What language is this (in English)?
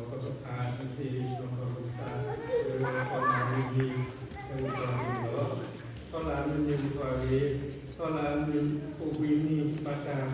S'gaw Karen